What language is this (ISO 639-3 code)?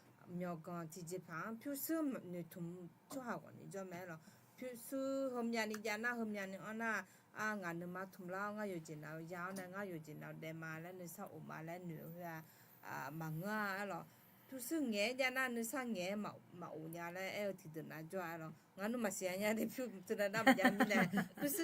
ahk